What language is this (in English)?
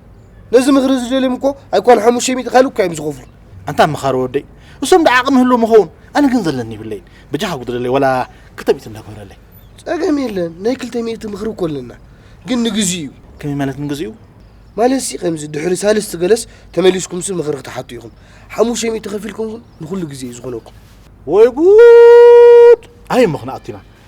Tigrinya